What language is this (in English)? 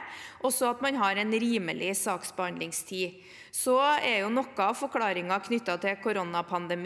Norwegian